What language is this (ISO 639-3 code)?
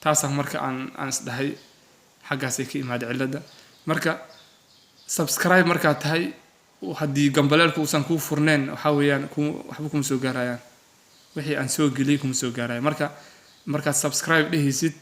som